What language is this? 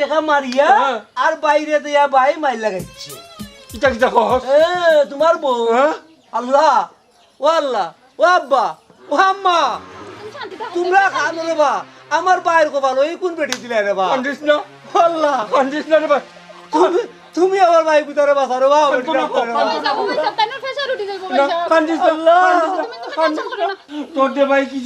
Sylheti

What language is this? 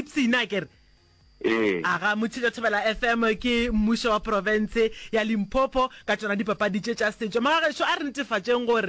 Northern Sotho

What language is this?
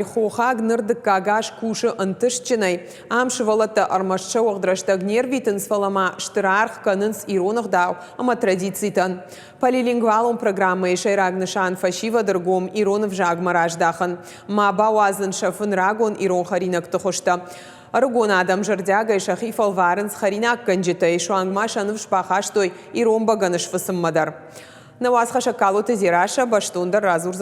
Ossetic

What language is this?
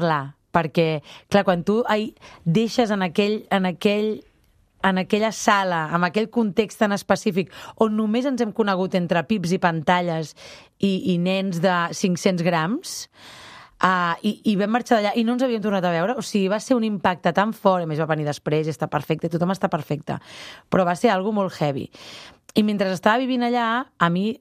Catalan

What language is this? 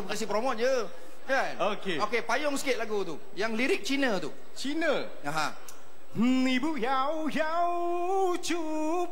Malay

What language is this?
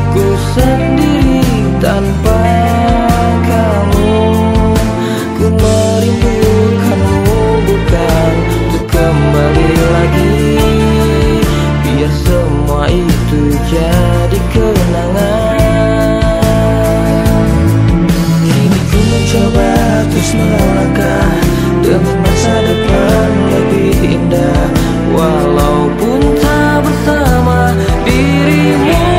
Indonesian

